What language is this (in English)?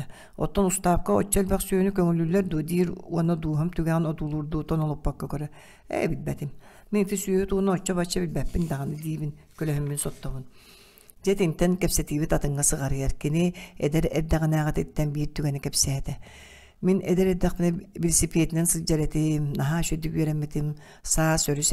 Yakut